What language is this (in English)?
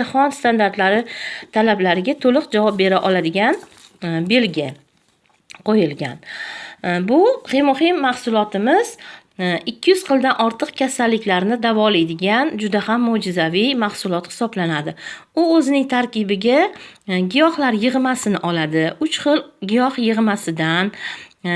Uzbek